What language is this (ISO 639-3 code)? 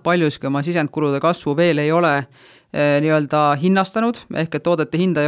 est